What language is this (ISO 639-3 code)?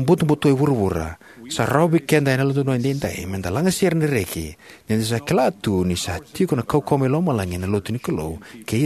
fij